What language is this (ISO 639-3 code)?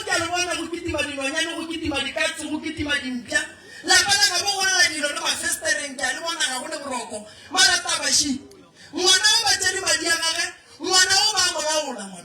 nso